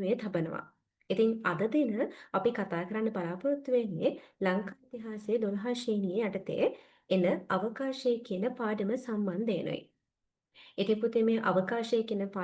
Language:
Sinhala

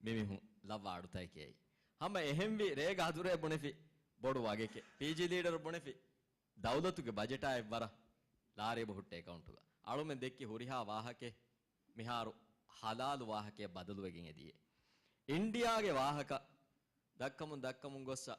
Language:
Divehi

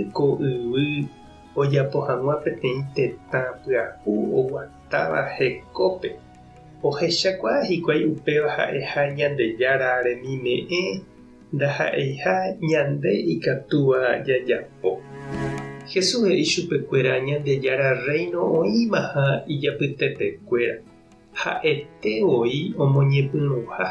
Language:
Guarani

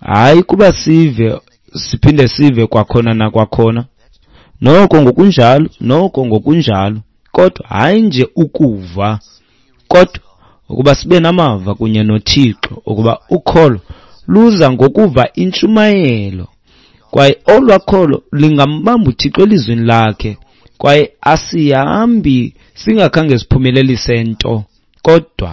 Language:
Xhosa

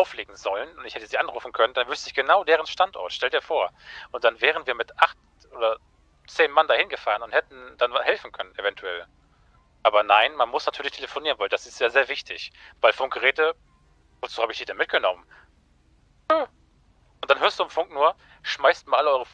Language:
German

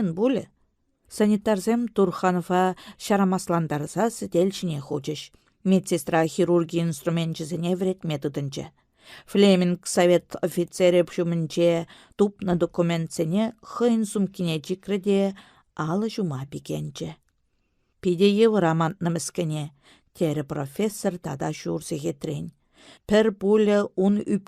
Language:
Chuvash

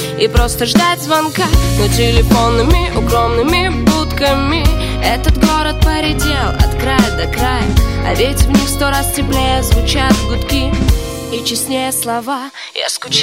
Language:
Russian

